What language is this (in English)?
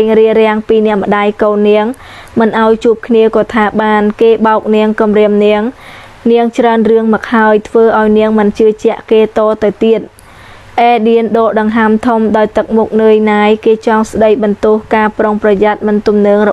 Khmer